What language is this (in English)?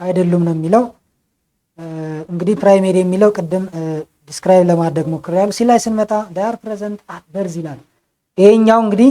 Amharic